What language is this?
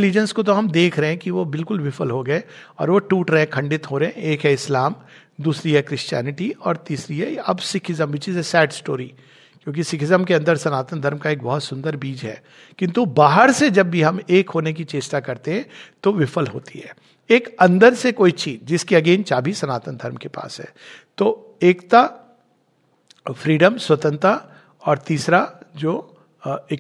Hindi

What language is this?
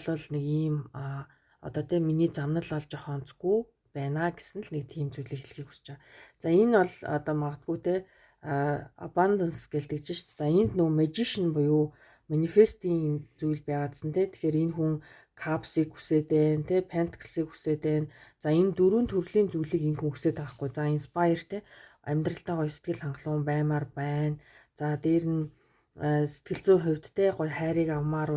Mongolian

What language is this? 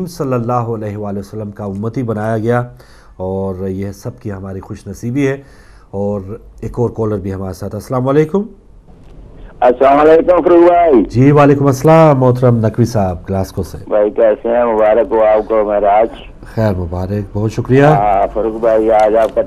Urdu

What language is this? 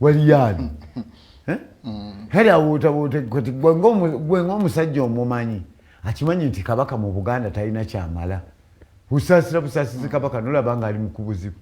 Ganda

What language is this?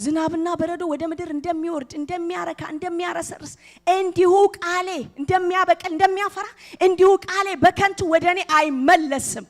Amharic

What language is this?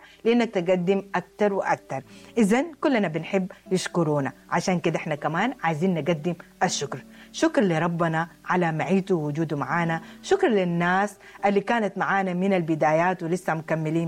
Sudanese Arabic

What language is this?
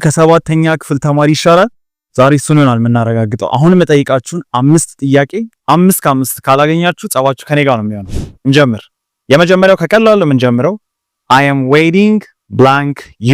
Amharic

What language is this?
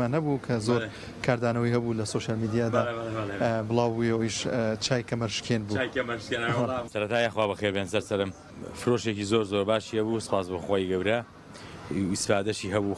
Central Kurdish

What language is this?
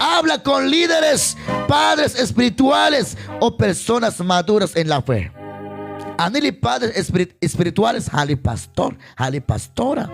Kekchí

